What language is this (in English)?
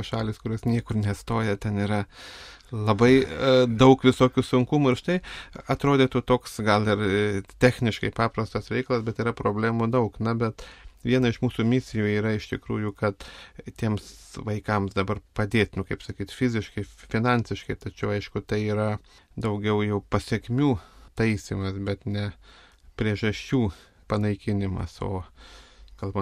Lithuanian